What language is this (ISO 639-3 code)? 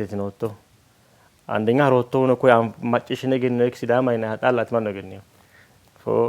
sid